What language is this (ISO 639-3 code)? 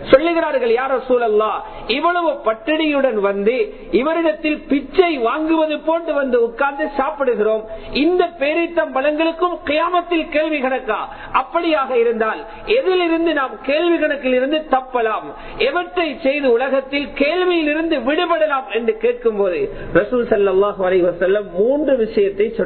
tam